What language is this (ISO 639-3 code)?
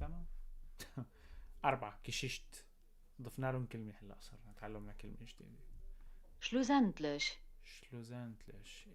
apc